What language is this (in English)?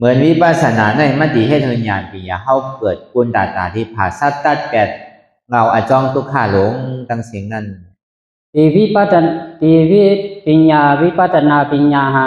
Shan